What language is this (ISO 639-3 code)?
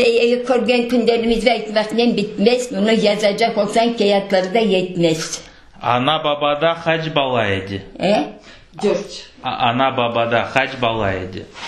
crh